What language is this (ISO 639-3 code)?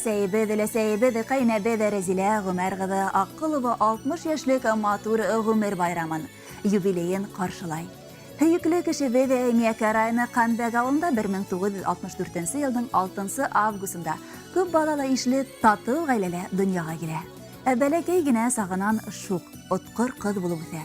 bak